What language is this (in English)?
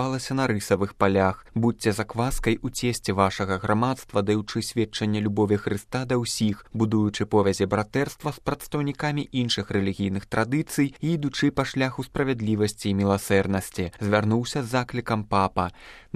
Belarusian